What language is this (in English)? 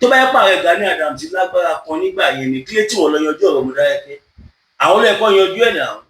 Yoruba